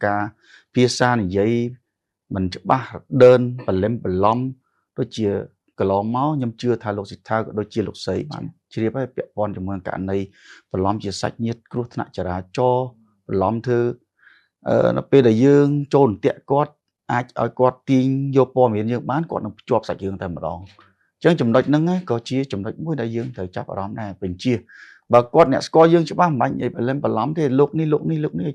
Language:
Khmer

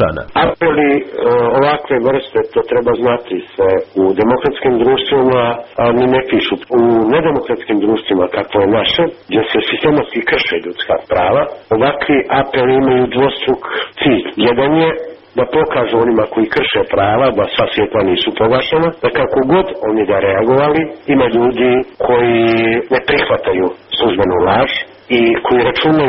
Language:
Serbian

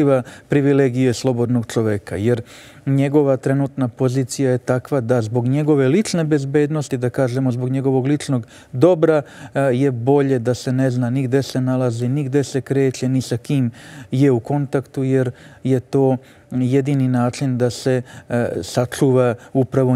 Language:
Serbian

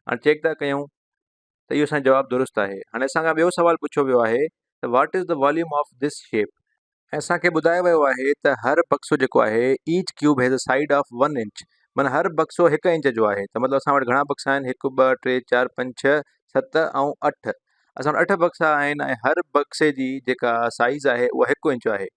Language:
Sindhi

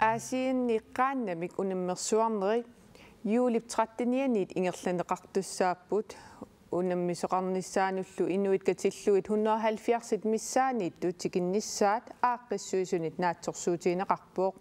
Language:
Kalaallisut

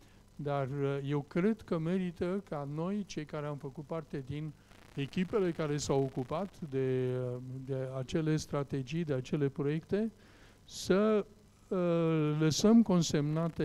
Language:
Romanian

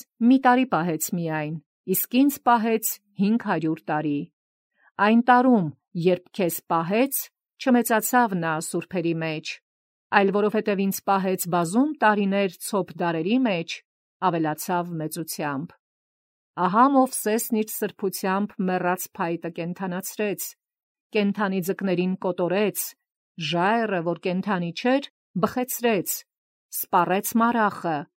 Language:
Armenian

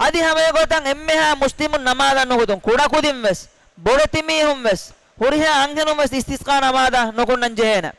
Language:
Divehi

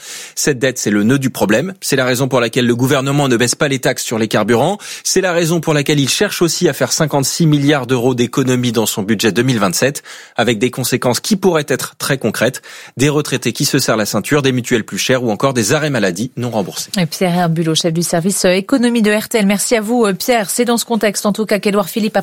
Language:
French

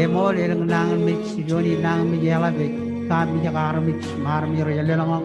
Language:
Marshallese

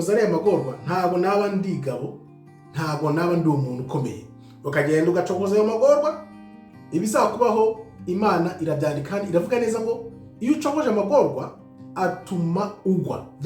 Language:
Kinyarwanda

